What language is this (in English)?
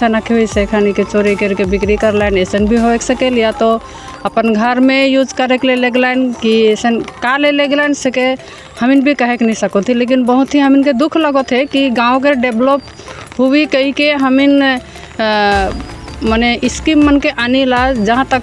Sadri